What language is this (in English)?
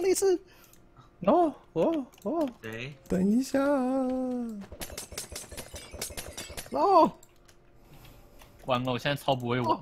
Chinese